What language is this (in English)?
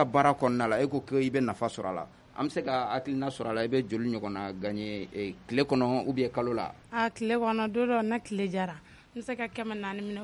Bambara